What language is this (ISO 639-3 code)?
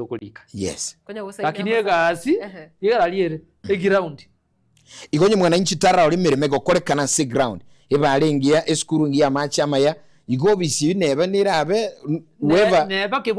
guz